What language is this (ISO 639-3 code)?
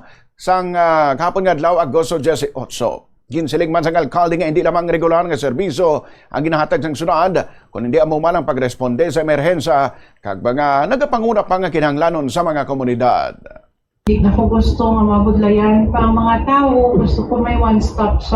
hil